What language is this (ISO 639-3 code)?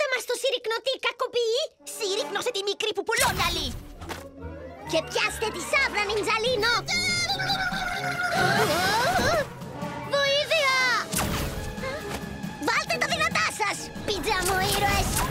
ell